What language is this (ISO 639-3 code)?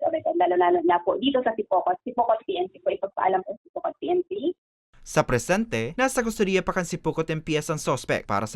bik